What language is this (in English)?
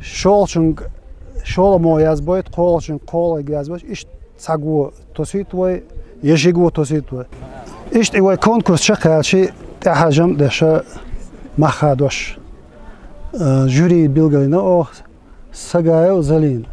Chechen